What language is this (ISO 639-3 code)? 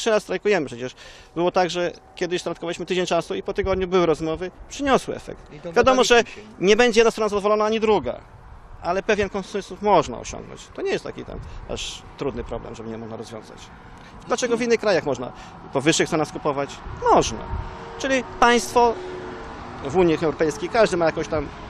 pol